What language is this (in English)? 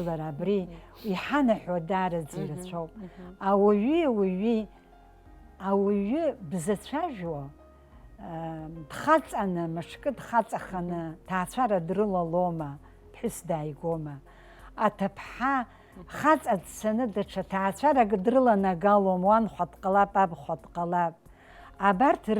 Abkhazian